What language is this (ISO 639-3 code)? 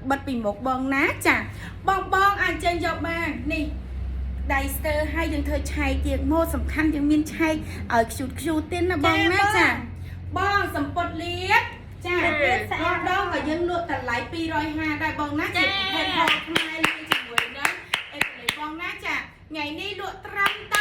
khm